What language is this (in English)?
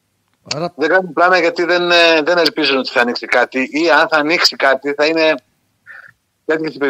Greek